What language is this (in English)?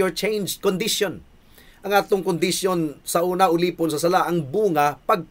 Cebuano